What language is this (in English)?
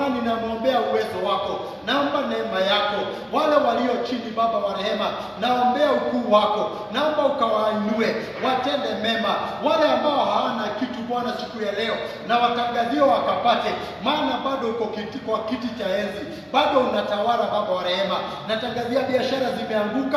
Swahili